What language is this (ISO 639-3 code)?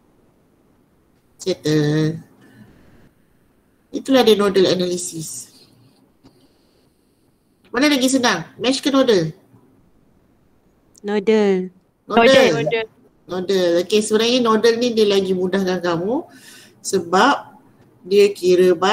msa